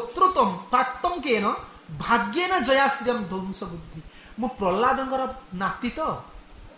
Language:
Odia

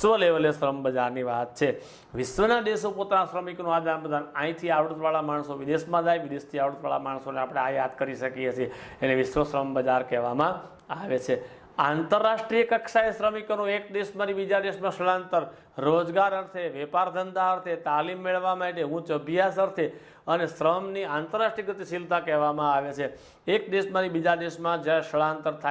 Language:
Gujarati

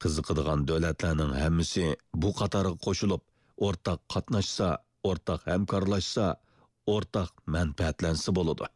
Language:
Uyghur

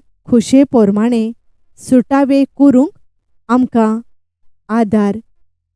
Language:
Konkani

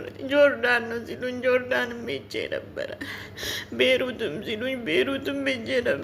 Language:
Amharic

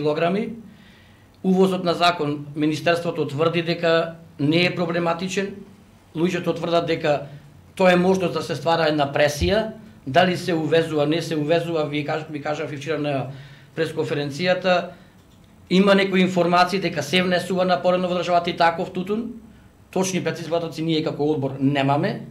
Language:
Macedonian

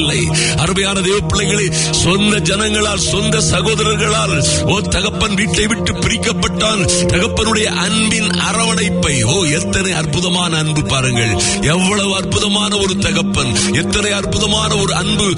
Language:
Tamil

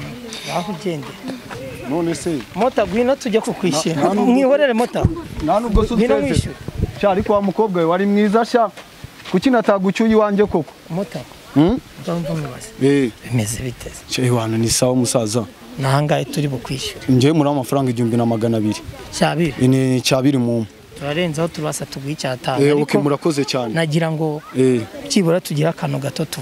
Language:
Kinyarwanda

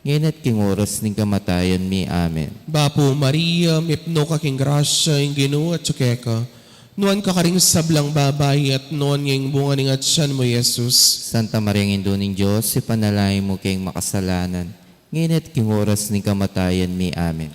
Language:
Pampanga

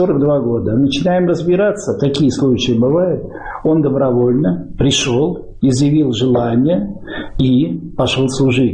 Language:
Russian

